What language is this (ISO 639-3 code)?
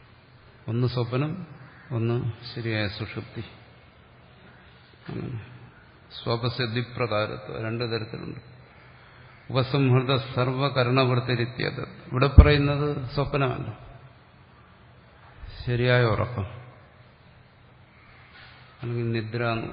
mal